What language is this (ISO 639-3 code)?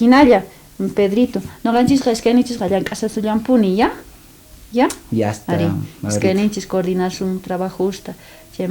quh